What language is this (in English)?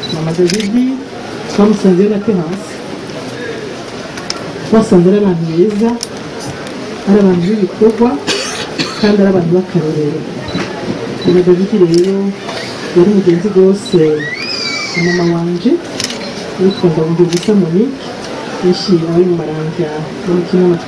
Rundi